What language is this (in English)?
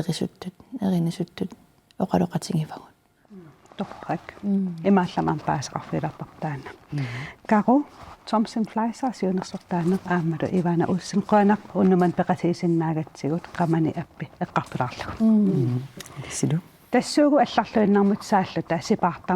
Kalaallisut